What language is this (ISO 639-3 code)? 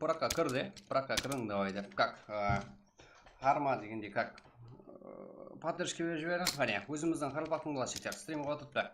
kaa